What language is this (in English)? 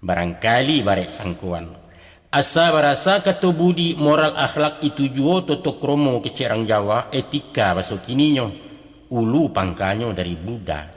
Minangkabau